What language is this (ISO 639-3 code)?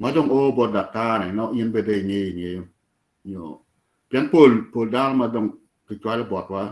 ach